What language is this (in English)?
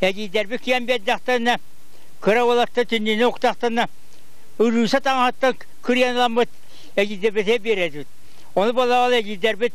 Yakut